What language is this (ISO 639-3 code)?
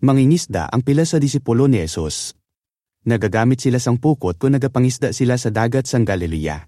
hil